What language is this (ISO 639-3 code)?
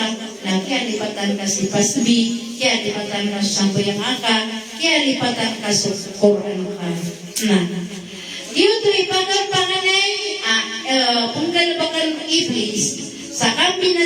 mrw